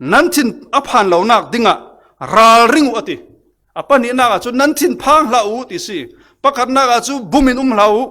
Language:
Falam Chin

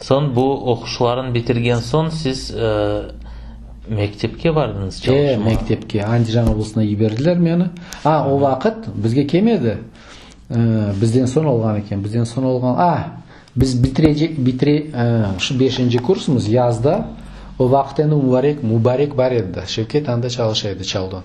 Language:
Crimean Tatar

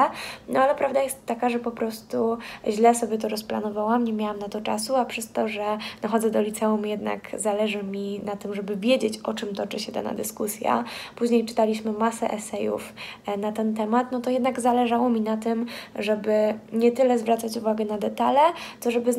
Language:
Polish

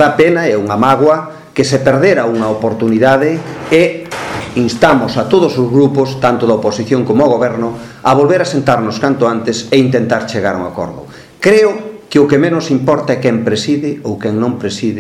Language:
Galician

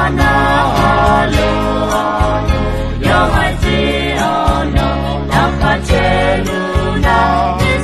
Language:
Akha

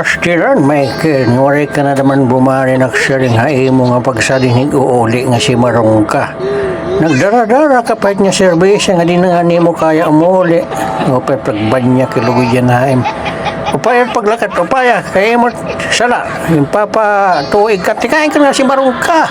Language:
Waray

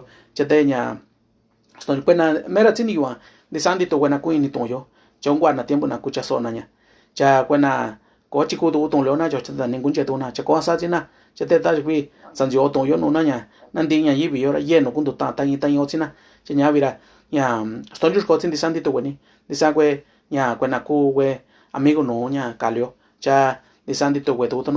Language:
Mixtepec Mixtec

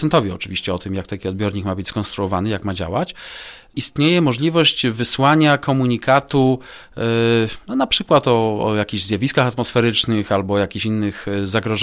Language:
Polish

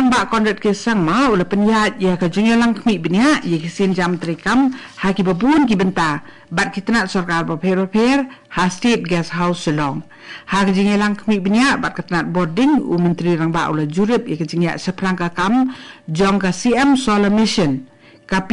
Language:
Khasi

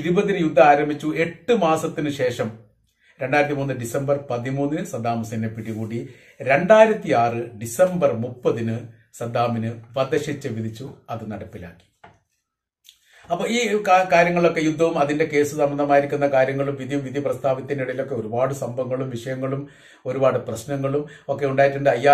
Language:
Malayalam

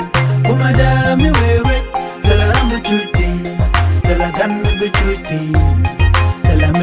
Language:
Nuer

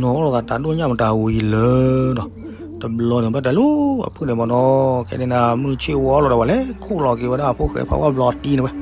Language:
S'gaw Karen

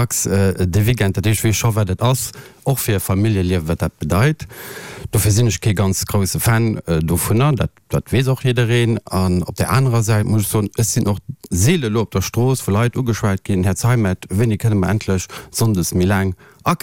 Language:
Luxembourgish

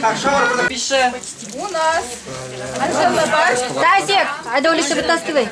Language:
Chuvash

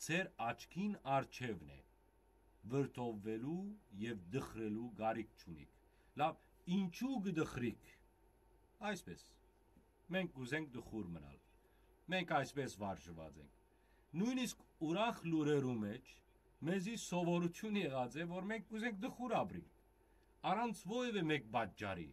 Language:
Western Armenian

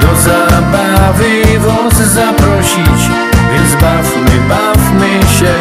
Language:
Silesian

